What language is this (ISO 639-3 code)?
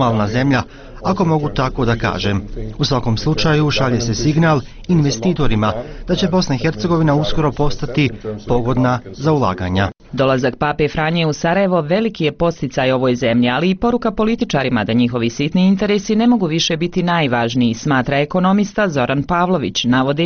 bos